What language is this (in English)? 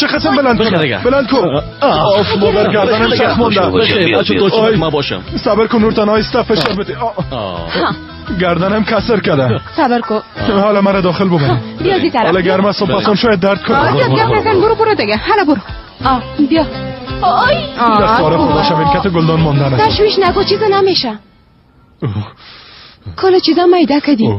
Persian